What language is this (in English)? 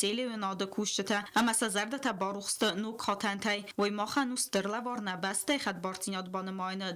Ossetic